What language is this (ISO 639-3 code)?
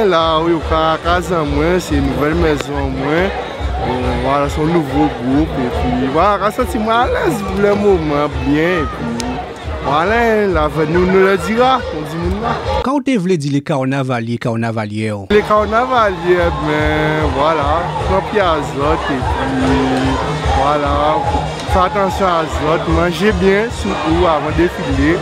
gcf